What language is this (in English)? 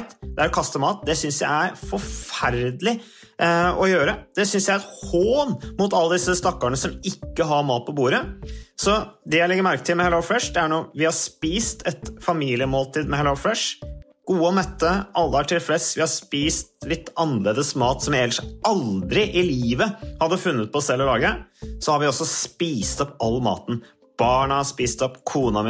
Norwegian